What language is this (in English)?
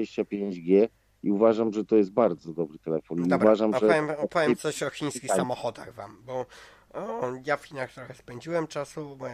Polish